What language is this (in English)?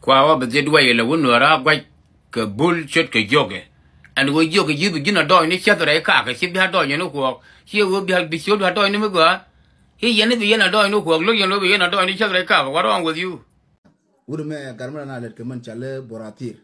Nuer